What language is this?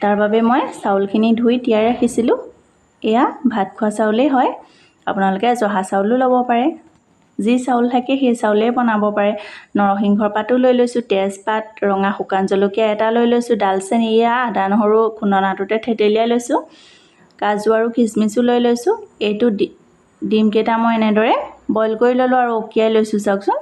Assamese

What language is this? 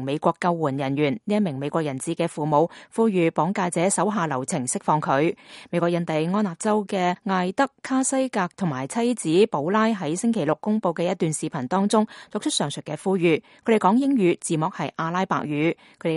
Cantonese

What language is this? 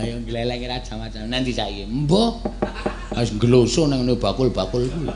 Javanese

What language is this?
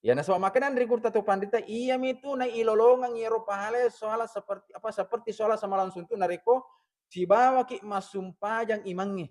Buginese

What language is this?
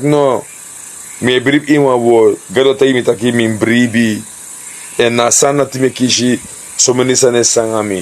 Sranan Tongo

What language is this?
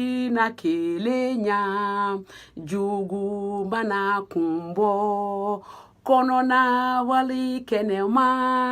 Bambara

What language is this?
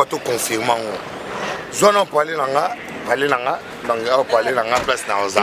Lingala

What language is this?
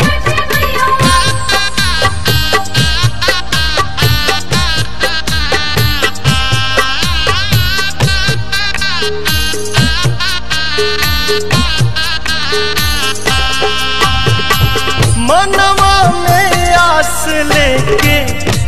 Bhojpuri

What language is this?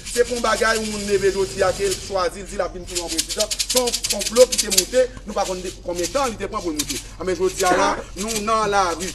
Haitian Creole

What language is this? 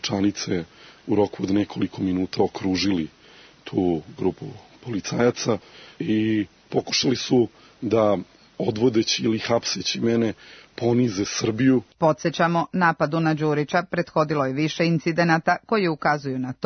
Serbian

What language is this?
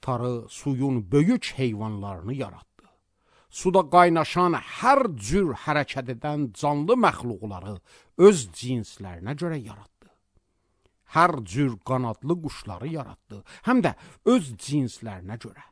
Azerbaijani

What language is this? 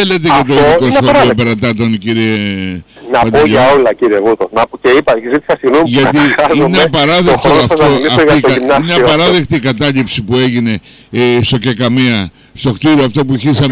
Greek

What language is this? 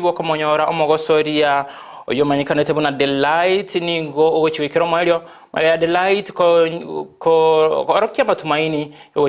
Gusii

